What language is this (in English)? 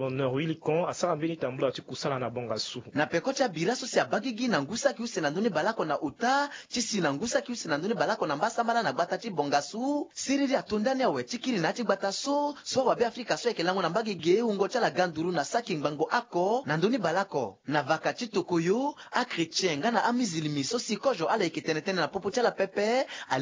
Sango